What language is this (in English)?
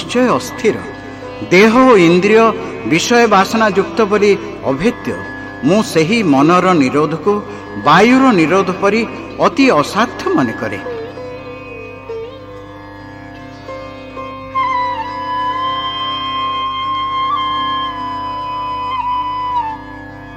Odia